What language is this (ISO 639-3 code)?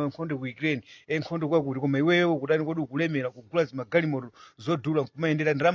nya